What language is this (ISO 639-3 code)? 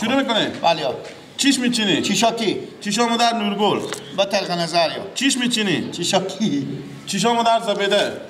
fas